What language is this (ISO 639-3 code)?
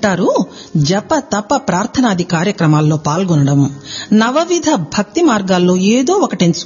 tel